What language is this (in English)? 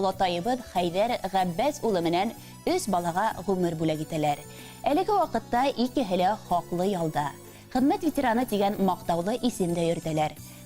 Bashkir